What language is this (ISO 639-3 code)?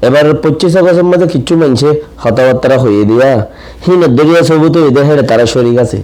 rhg